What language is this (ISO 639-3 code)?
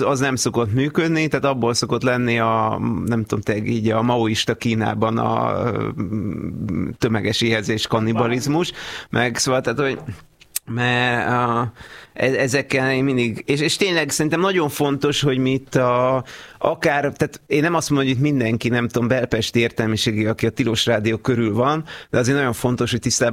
hun